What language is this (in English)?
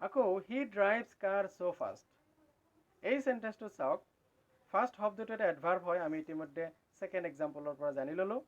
Assamese